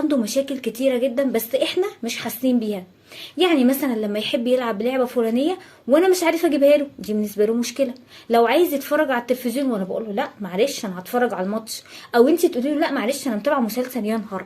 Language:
Egyptian Arabic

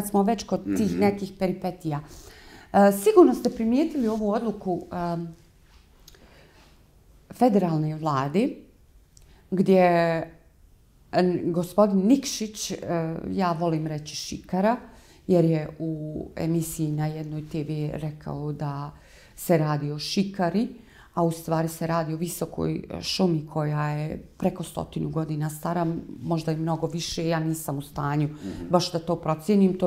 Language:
Bosnian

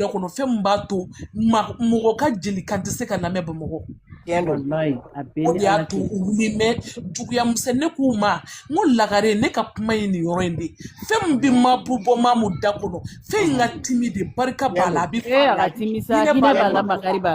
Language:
Bambara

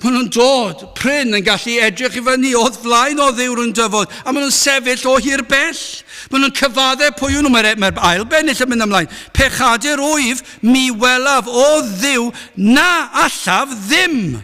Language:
Welsh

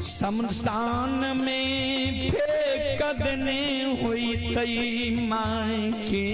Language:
Maithili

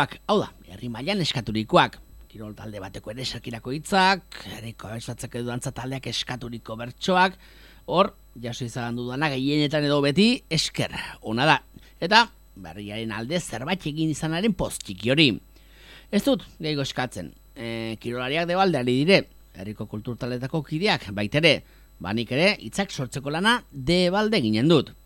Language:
Basque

